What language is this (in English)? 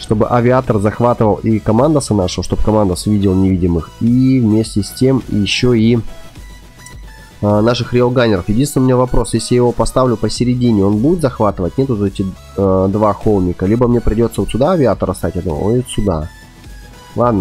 Russian